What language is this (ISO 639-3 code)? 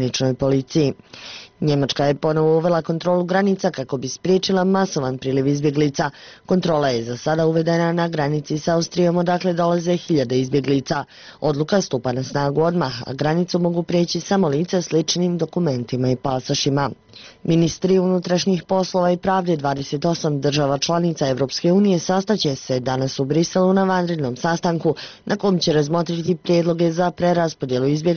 bos